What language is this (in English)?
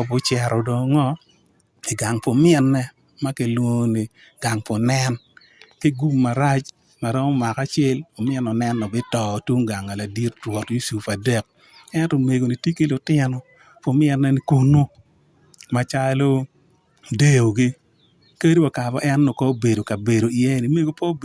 Acoli